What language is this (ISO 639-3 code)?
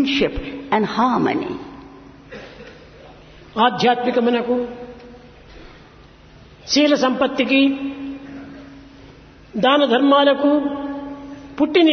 tel